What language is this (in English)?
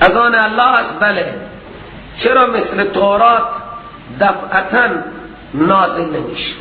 Persian